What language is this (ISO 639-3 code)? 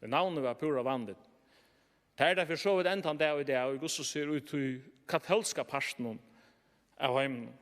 fao